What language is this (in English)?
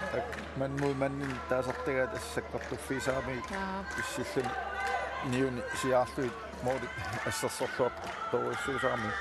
Kalaallisut